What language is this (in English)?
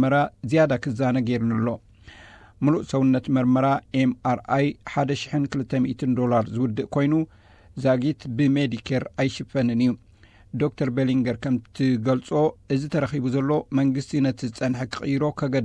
Tigrinya